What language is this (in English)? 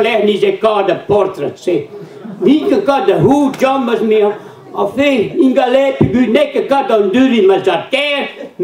Breton